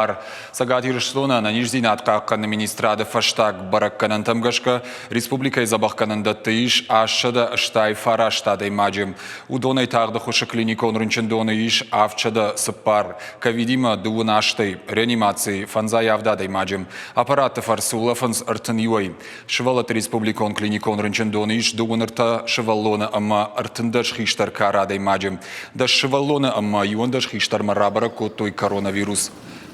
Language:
Ossetic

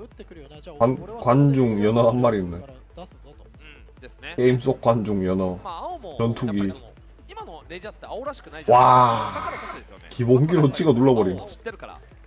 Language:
Japanese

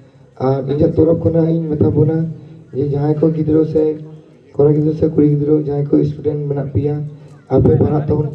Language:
Santali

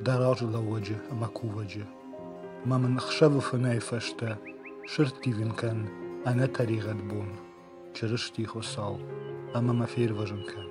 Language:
Ossetic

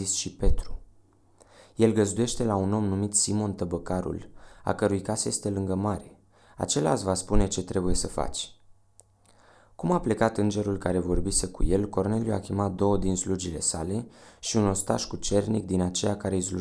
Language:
Romanian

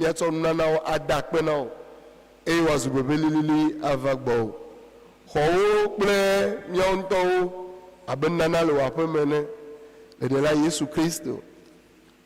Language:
Ewe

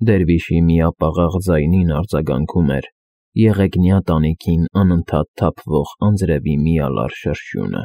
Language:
Armenian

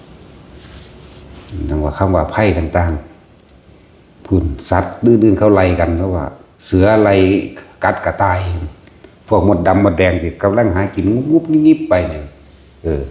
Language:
Northeastern Thai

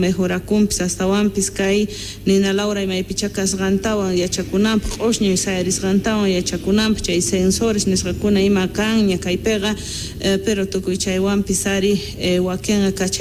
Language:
South Bolivian Quechua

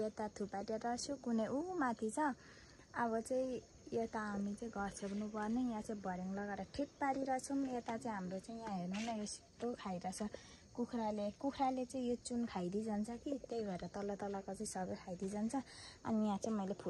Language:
Nepali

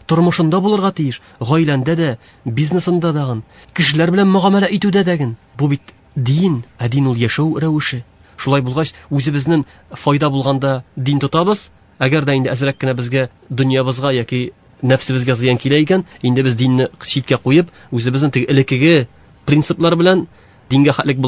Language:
Tatar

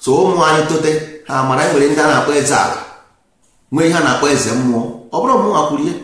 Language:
Igbo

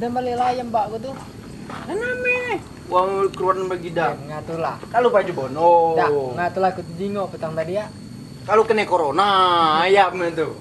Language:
Musi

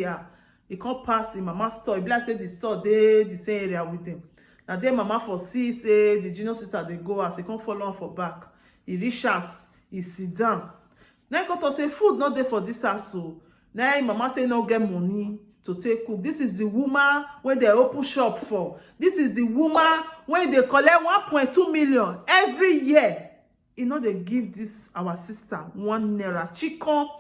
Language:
Nigerian Pidgin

